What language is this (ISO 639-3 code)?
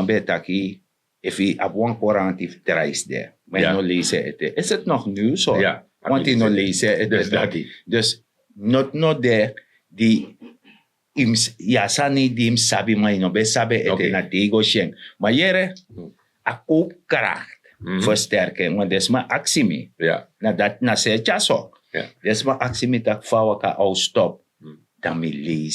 srn